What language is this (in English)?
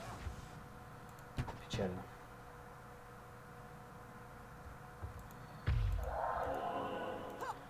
Russian